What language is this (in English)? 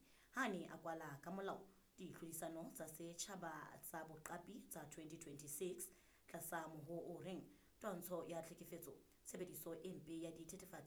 Southern Sotho